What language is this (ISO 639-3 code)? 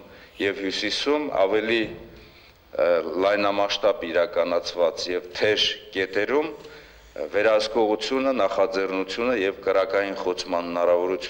hye